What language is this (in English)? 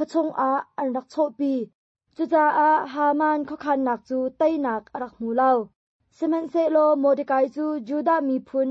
Hakha Chin